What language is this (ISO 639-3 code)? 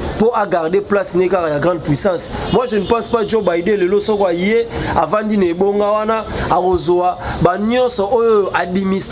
lin